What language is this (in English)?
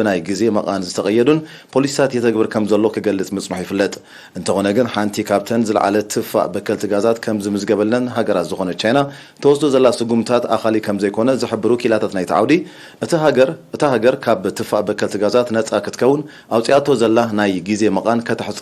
Tigrinya